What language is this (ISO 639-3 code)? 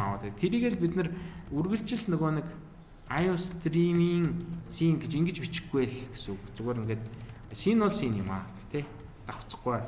mon